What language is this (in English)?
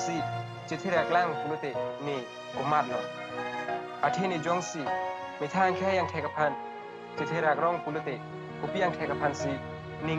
Karbi